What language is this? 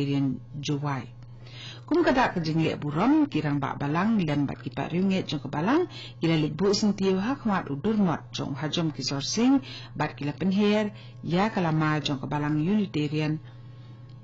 Khasi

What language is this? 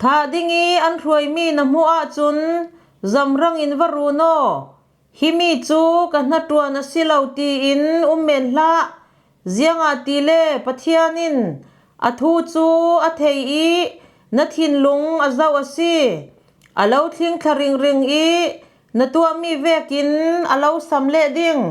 Falam Chin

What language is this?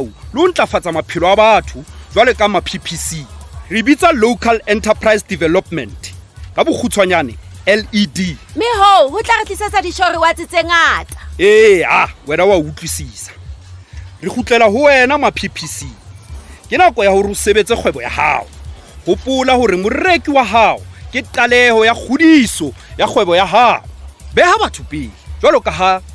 Southern Sotho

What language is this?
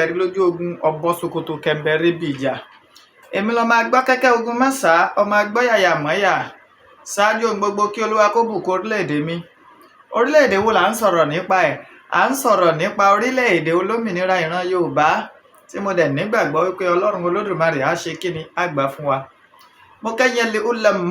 Yoruba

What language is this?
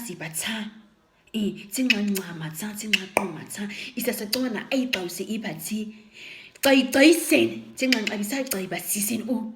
Nama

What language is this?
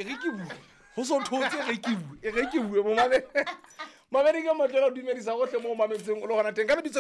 Southern Sotho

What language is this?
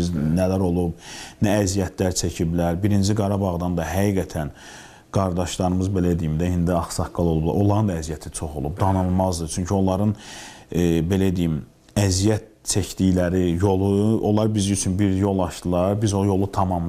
Azerbaijani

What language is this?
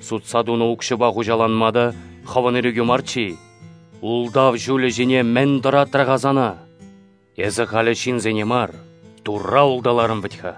Chuvash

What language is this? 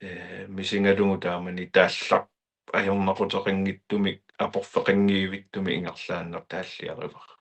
Kalaallisut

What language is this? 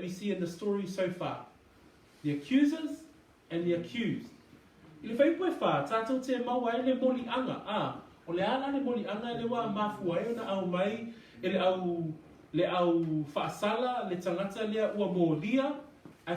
Samoan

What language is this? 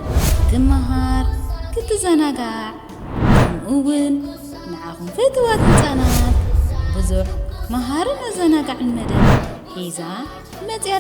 Tigrinya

